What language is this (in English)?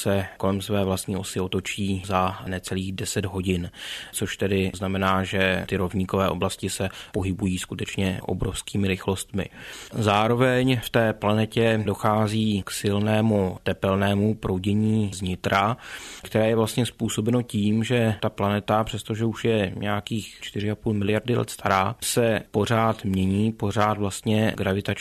Czech